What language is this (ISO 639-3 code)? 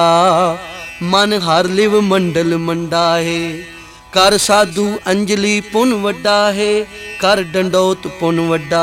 pan